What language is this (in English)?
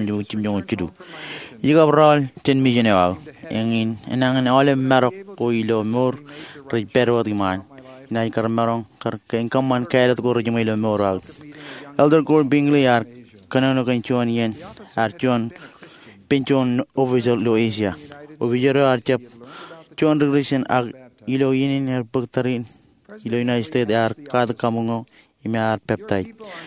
Marshallese